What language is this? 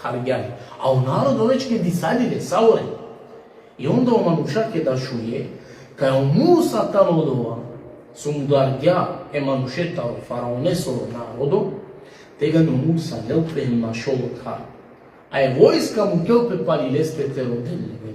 Balkan Romani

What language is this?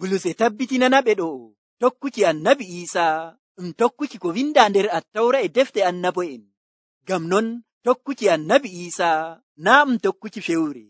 Nigerian Fulfulde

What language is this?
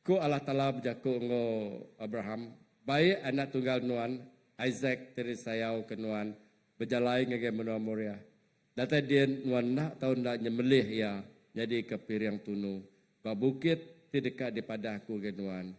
Iban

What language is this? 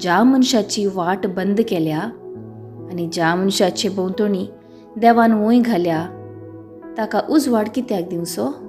Konkani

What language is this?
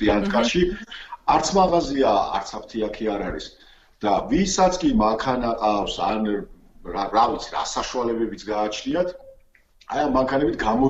Georgian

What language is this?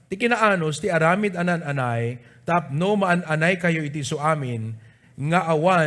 Iloko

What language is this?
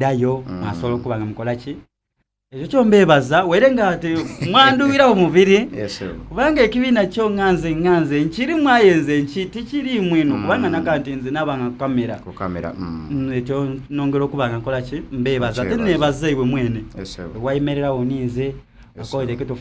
Soga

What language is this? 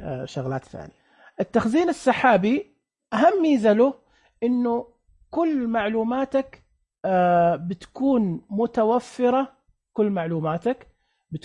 Najdi Arabic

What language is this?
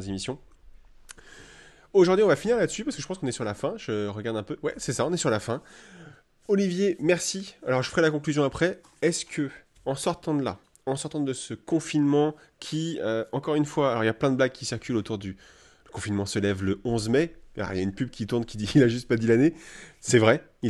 French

